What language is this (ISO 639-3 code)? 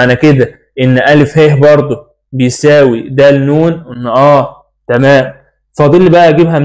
arz